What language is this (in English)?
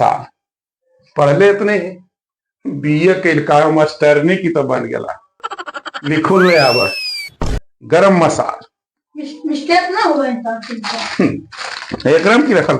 Magahi